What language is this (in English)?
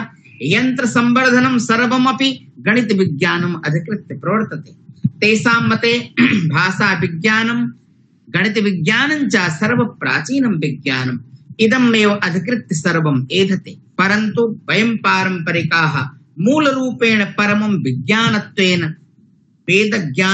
Sanskrit